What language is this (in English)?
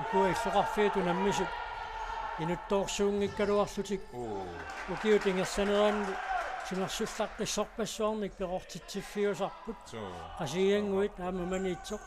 Kalaallisut